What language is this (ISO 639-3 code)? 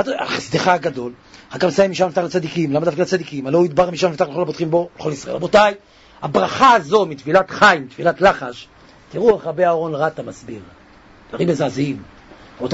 heb